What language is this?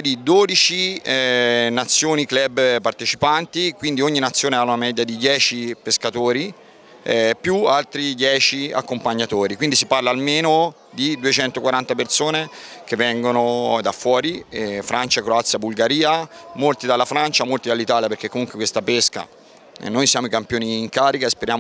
Italian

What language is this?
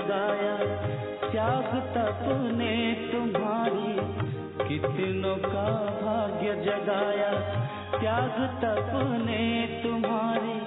Hindi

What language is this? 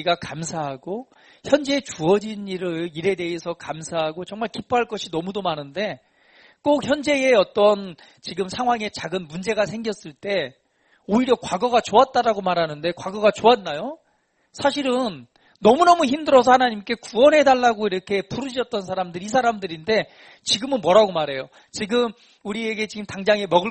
Korean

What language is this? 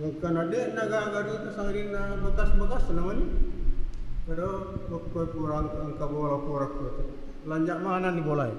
Buginese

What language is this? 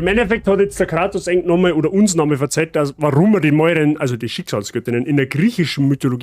Bavarian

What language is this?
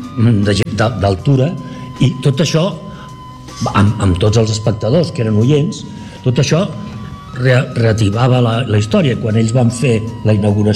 Catalan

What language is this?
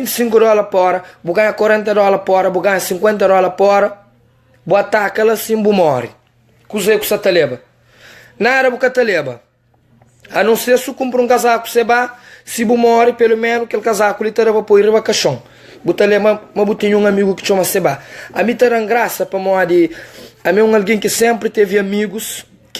Kabuverdianu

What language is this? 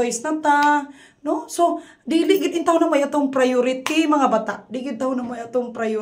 Cebuano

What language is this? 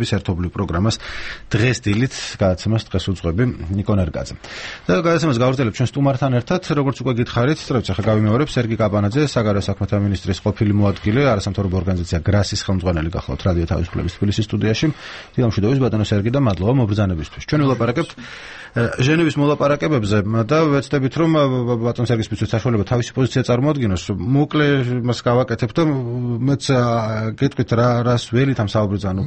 Georgian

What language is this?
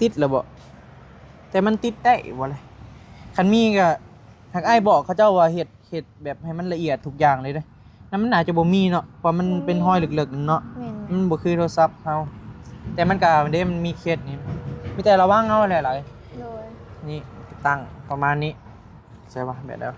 Northeastern Thai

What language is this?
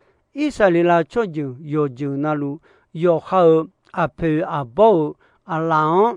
Akha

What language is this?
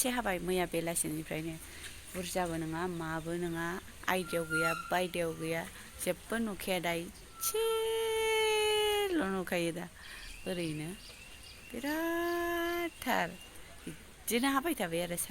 Bodo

